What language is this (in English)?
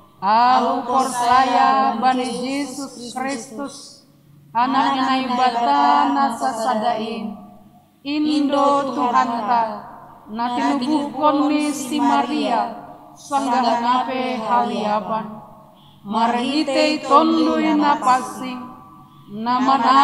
Batak Simalungun